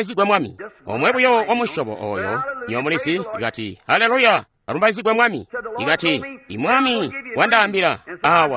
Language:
Tonga (Zambia)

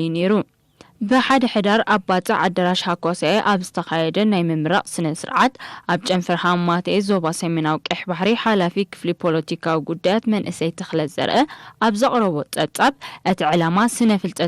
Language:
Tigrinya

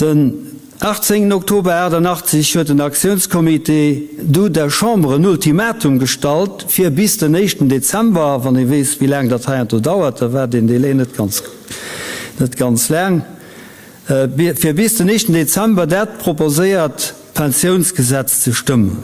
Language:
Luxembourgish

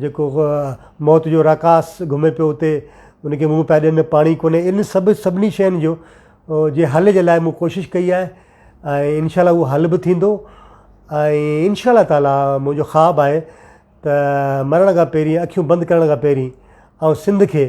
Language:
Sindhi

